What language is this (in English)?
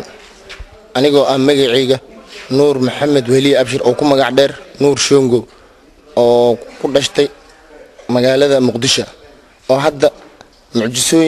Somali